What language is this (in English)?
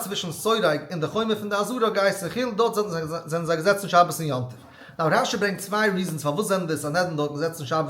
Yiddish